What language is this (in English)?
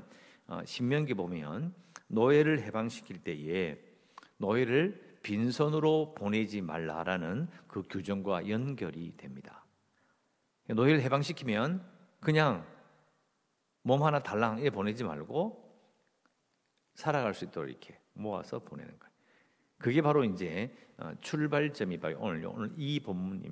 Korean